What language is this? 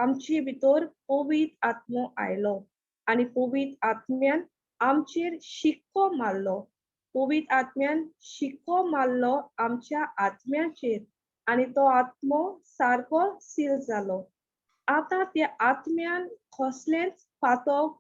Konkani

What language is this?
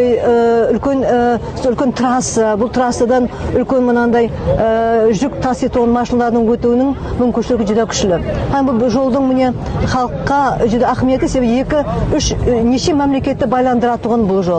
Kara-Kalpak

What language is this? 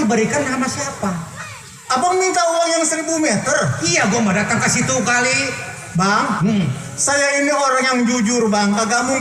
Betawi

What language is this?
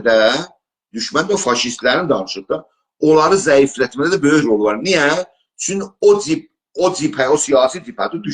South Azerbaijani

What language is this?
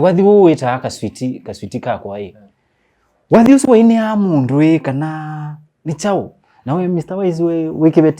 Kamba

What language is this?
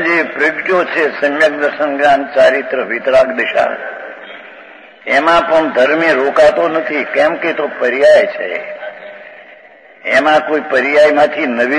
Gujarati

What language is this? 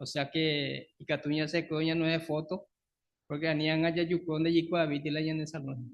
Guarani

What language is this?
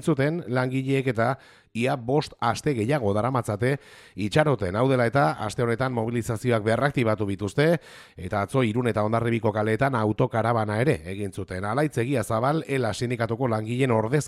Basque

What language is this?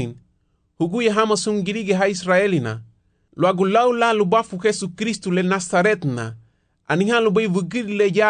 Garifuna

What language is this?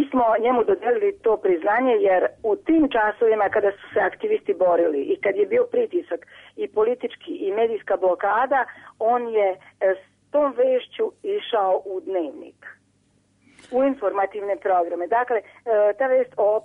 Serbian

